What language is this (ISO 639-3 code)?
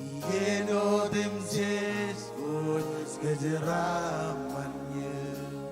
mah